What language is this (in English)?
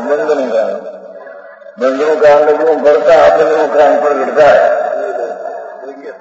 Gujarati